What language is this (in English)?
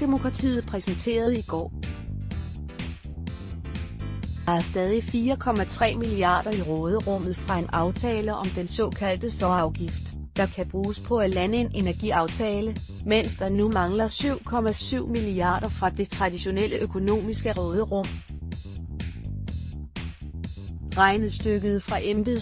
Danish